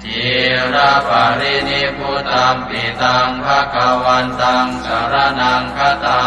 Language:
Pali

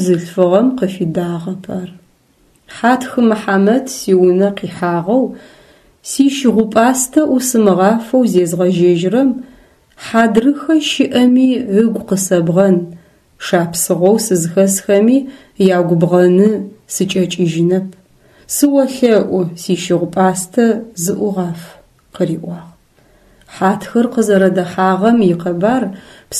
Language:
Adyghe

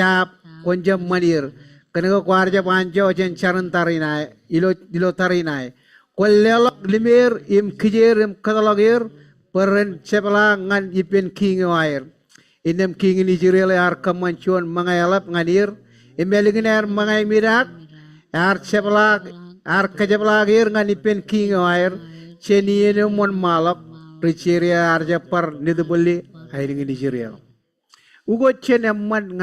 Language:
Marshallese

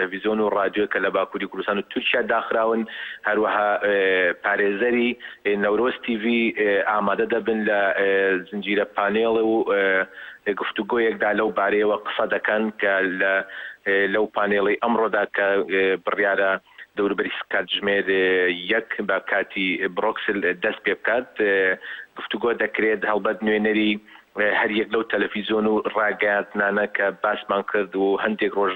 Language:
Central Kurdish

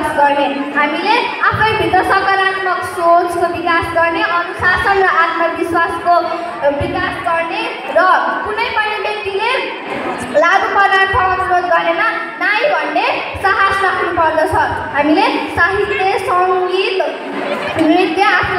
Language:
Nepali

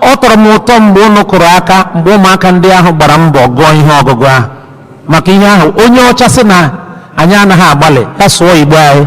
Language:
Igbo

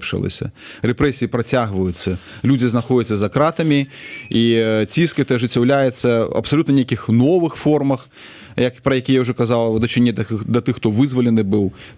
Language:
Belarusian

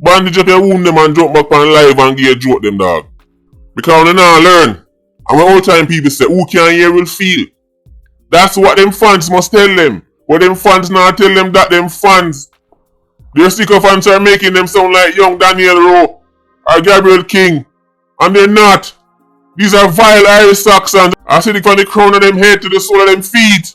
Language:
Jamaican Creole English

